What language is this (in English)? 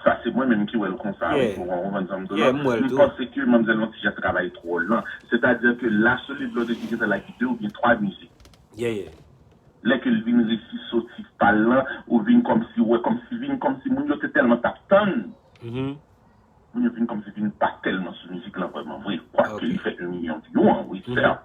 Haitian Creole